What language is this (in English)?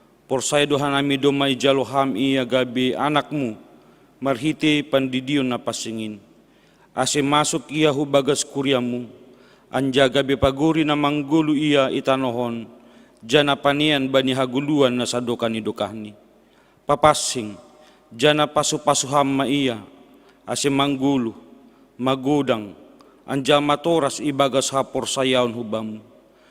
Batak Simalungun